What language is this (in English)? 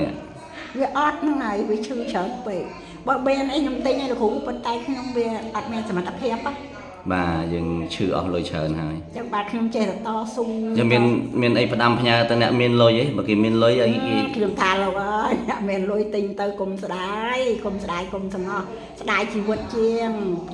Khmer